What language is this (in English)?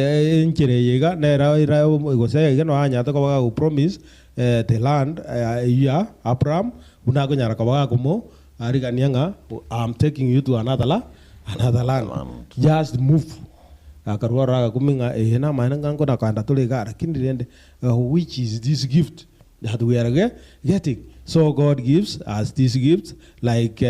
Gusii